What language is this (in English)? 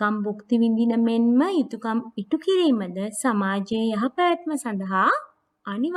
Sinhala